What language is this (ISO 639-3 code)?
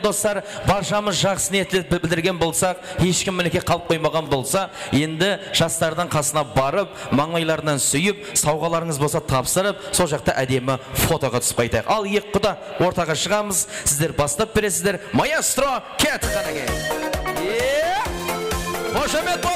kaa